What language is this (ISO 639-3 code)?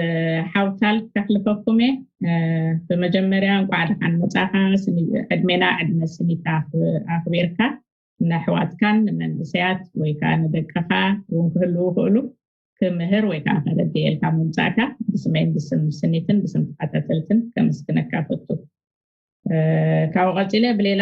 tir